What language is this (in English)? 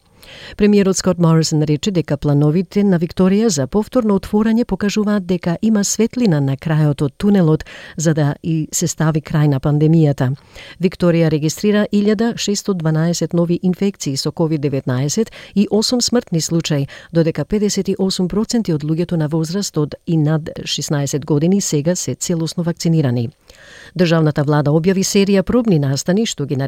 Macedonian